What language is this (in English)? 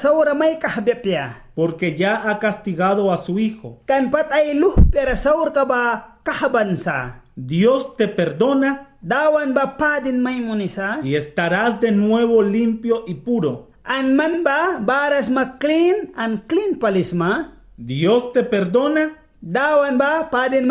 Mískito